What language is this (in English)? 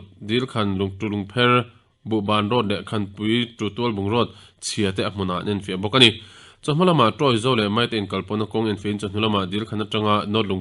Mizo